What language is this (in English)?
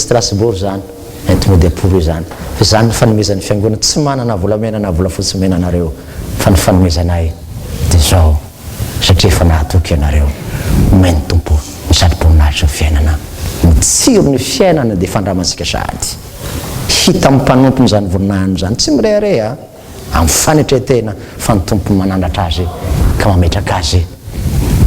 Malagasy